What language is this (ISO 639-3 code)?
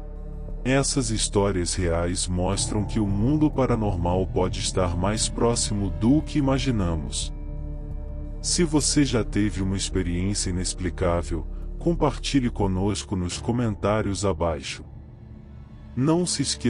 por